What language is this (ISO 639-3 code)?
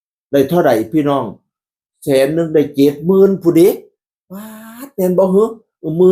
tts